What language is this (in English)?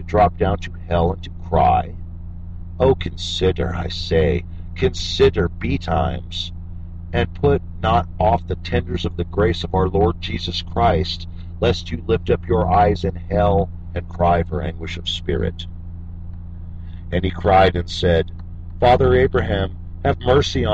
English